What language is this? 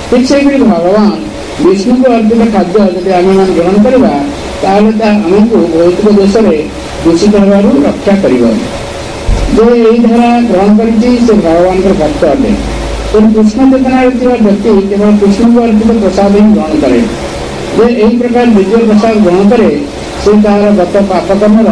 Odia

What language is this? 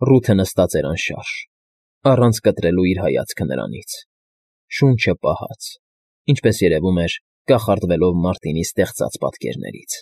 Armenian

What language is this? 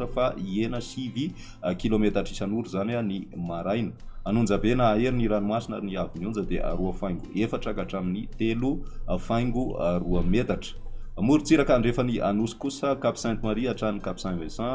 Malagasy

